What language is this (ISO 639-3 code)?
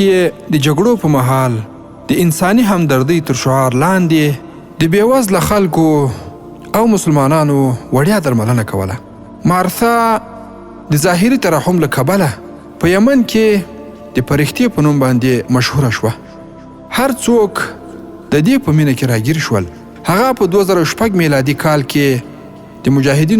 pus